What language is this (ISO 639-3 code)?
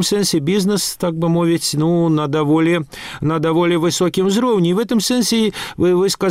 bel